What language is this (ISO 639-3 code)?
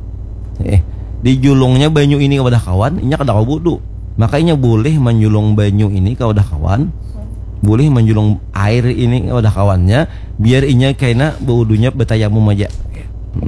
bjn